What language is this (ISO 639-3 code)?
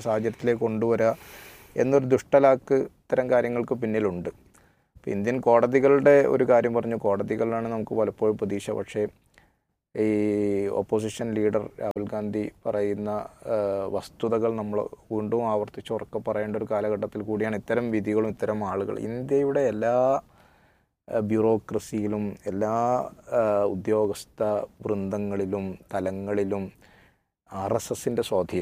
mal